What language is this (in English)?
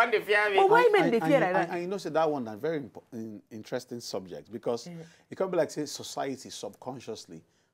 Nigerian Pidgin